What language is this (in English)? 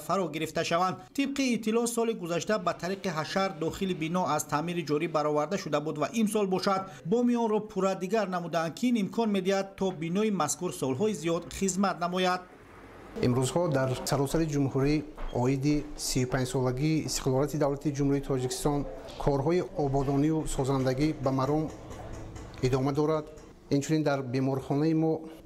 Tajik